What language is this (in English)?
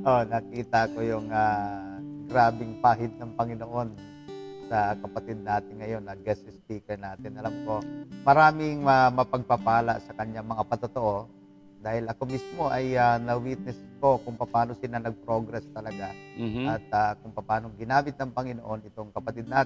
Filipino